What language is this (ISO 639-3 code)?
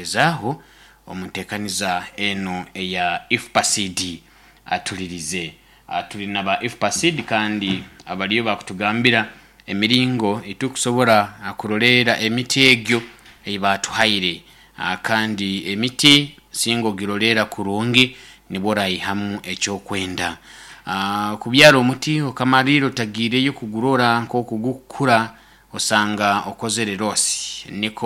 nyo